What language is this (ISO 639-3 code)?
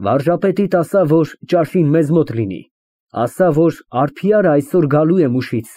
hye